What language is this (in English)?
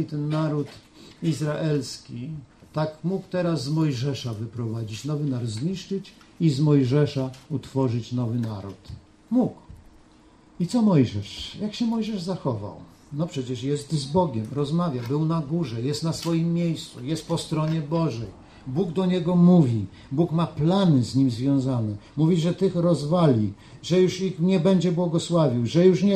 Polish